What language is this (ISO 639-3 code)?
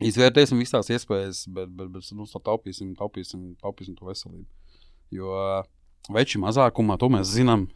lav